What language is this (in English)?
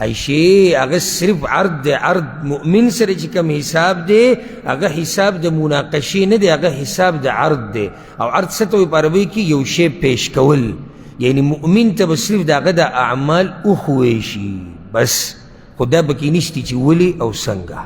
Pashto